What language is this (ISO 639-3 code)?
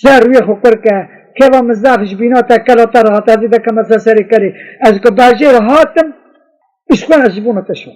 kur